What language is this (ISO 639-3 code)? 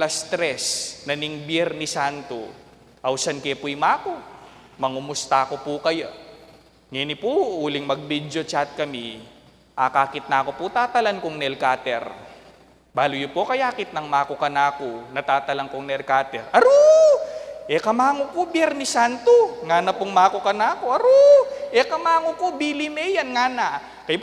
pam